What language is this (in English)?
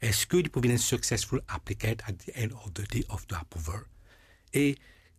Morisyen